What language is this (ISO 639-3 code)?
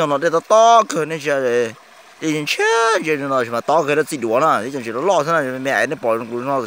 hmn